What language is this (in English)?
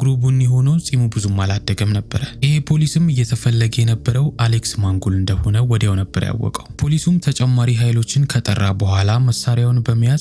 Amharic